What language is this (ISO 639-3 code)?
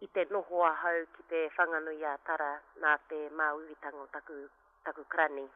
mri